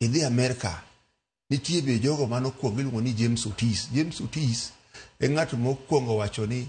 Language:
Luo (Kenya and Tanzania)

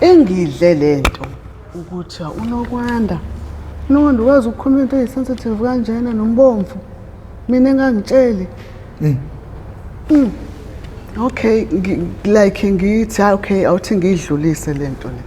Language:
Zulu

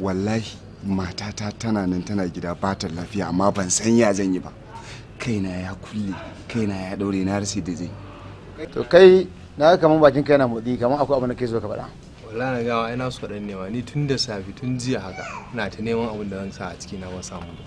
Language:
Hausa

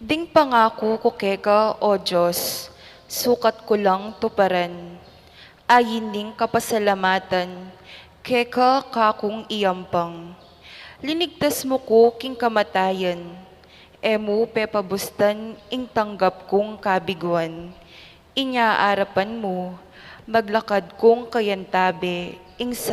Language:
Pampanga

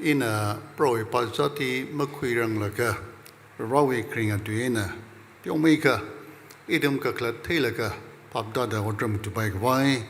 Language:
Tangkhul Naga (India)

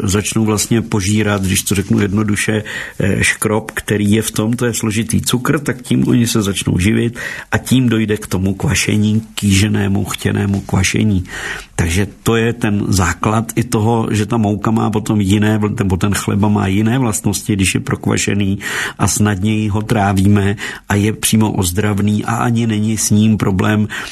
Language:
Czech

